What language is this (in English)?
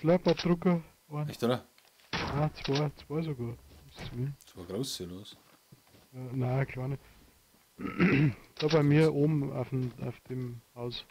Bavarian